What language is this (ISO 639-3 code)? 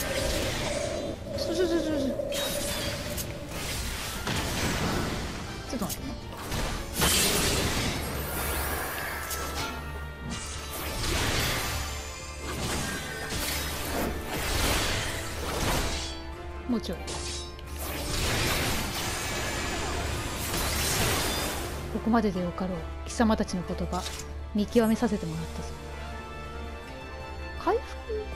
jpn